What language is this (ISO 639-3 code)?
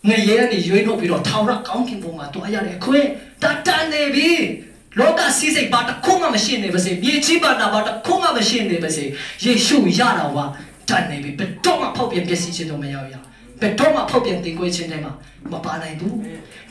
mya